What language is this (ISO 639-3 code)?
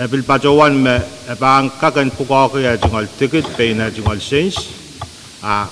pon